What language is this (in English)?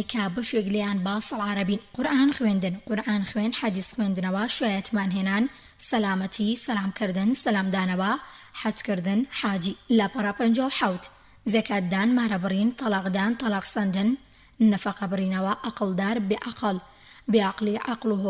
Central Kurdish